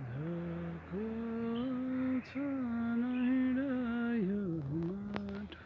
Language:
Nepali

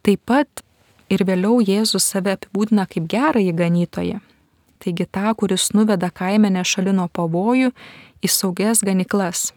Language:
Lithuanian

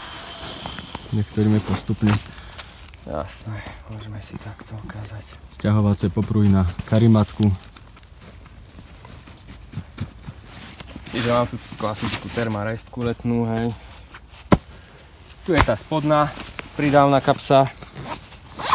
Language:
Slovak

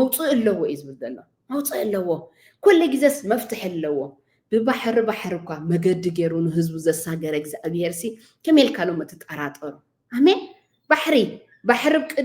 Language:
Tigrinya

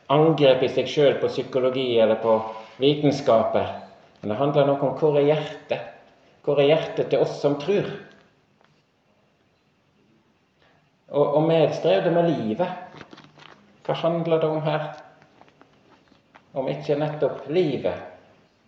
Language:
Norwegian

